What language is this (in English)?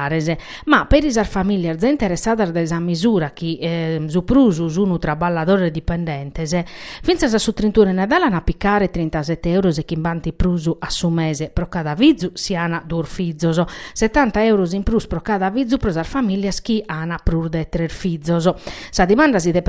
Sardinian